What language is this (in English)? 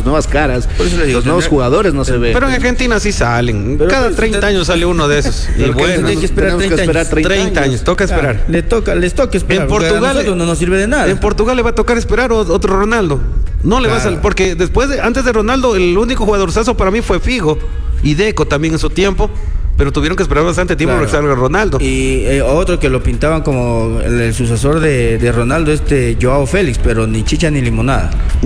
Spanish